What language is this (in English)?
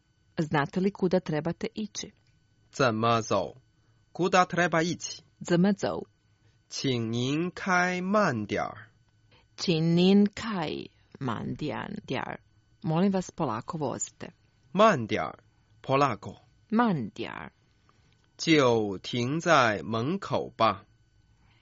Croatian